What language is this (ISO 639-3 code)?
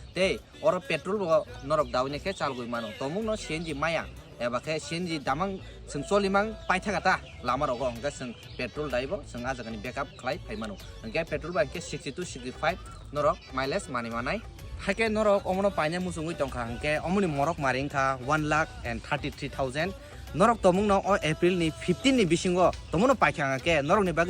trp